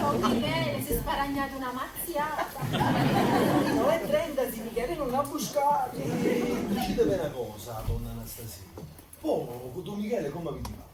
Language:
Neapolitan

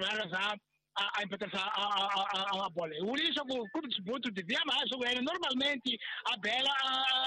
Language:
Tsonga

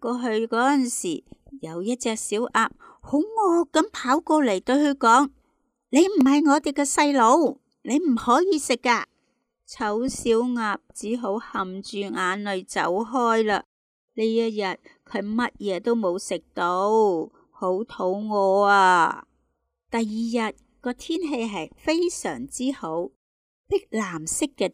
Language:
Cantonese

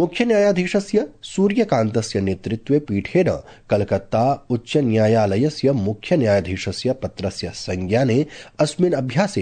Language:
Sanskrit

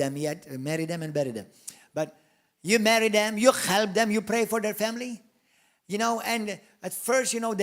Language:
English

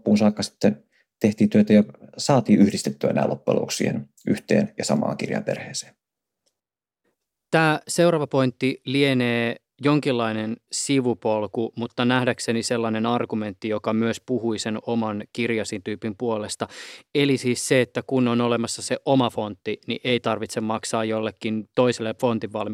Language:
Finnish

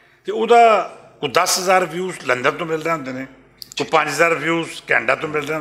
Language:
Western Panjabi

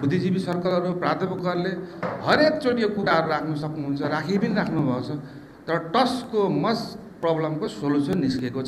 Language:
Nepali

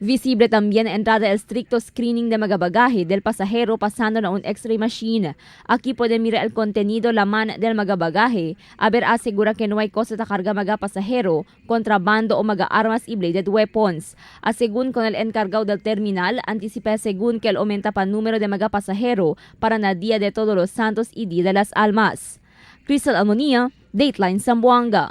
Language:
Chavacano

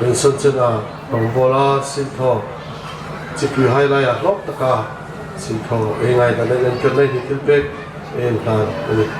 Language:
Hmar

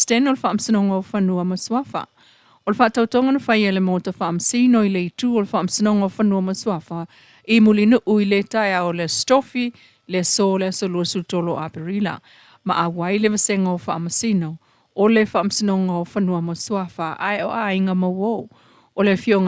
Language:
Samoan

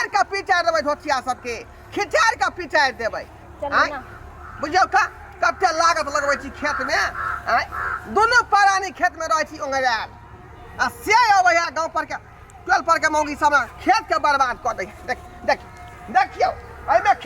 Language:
Maithili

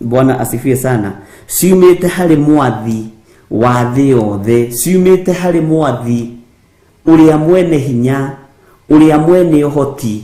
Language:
Kikuyu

